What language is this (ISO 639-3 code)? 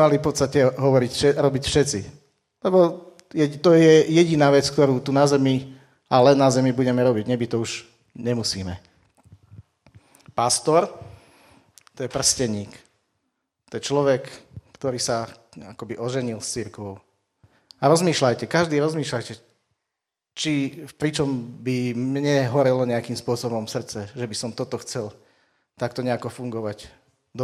slk